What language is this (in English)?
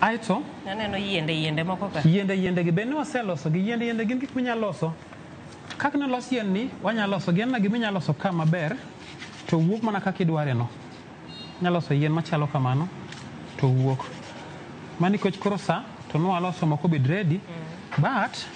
Luo (Kenya and Tanzania)